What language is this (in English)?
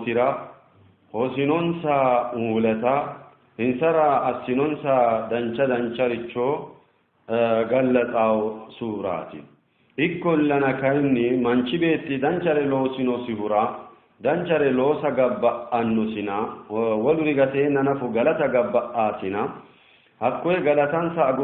Sidamo